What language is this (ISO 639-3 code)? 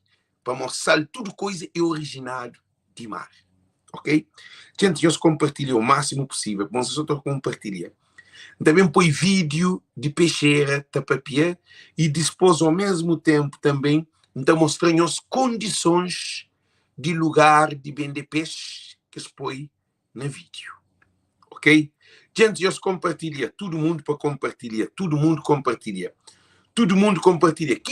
kea